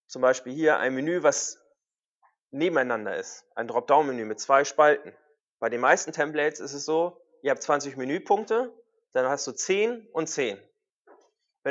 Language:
German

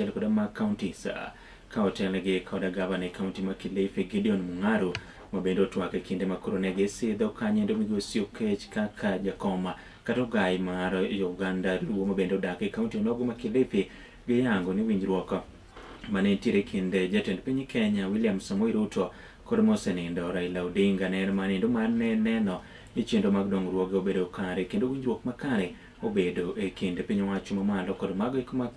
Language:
Luo (Kenya and Tanzania)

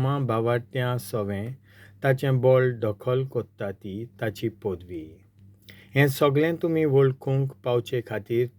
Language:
Konkani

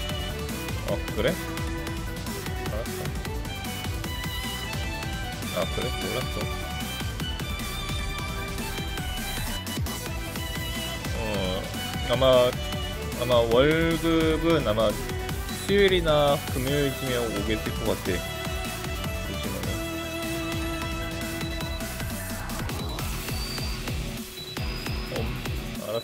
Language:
Korean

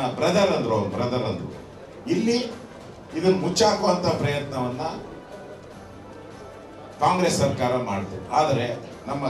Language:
Kannada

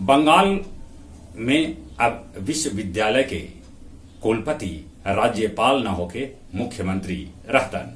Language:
Magahi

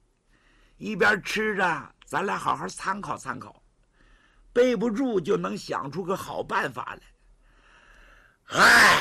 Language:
Chinese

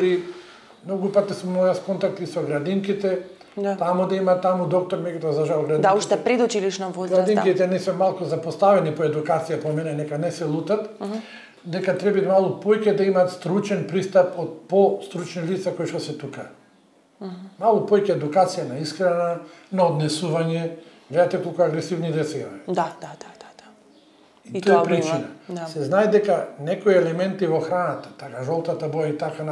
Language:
Macedonian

